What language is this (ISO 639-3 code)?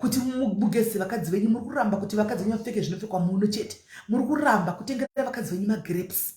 sna